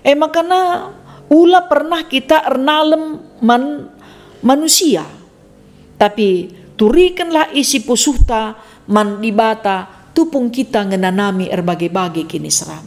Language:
Batak Karo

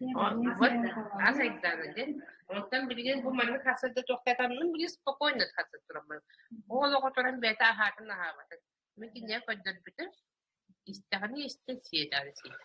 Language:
Yakut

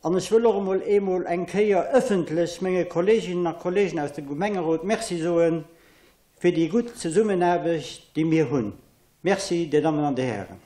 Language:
Luxembourgish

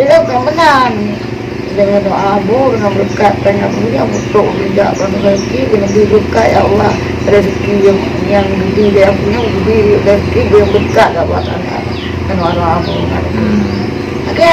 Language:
Achinese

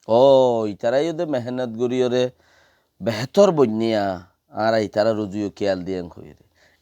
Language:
Rohingya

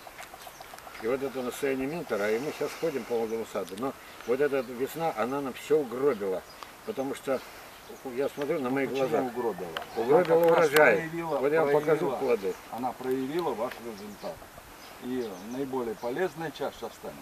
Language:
Russian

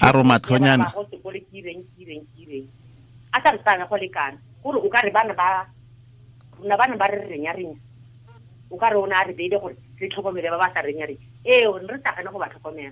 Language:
Tswana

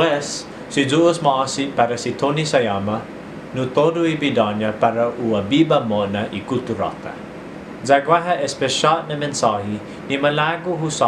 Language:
Chamorro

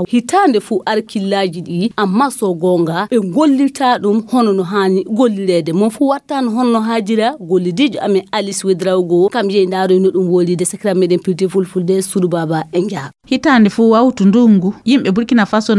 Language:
Fula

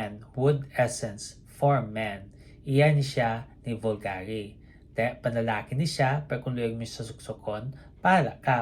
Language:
Hiligaynon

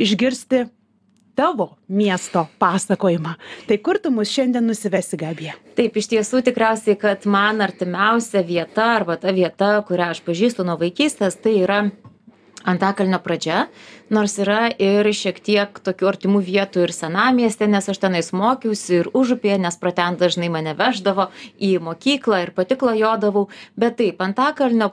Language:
Lithuanian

